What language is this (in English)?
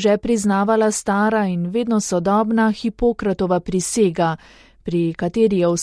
Slovenian